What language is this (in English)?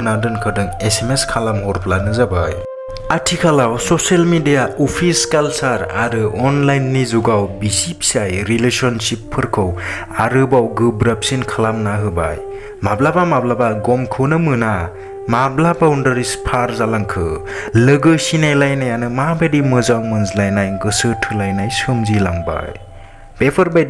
Bodo